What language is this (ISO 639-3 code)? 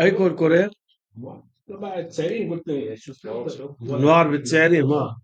apc